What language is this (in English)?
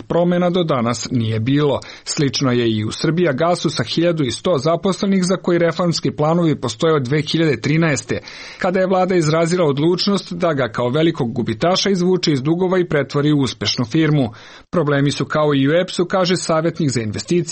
Serbian